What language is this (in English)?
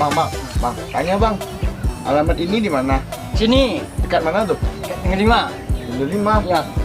Minangkabau